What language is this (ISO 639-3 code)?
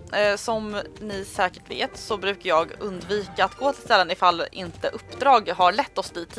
swe